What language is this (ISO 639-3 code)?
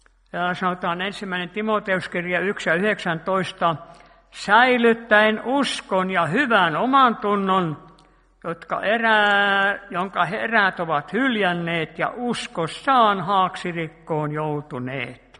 fin